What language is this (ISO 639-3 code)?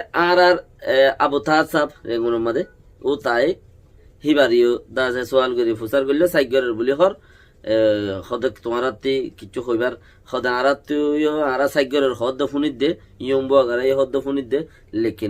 rhg